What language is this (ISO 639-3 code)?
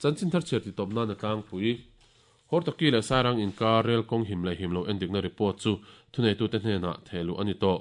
lus